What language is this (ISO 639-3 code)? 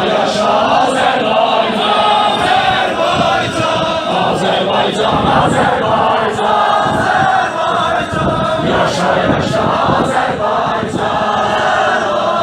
azb